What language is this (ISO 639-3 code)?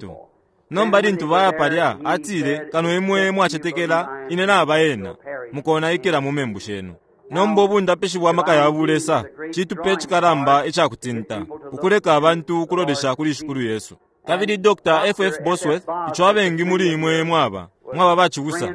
bem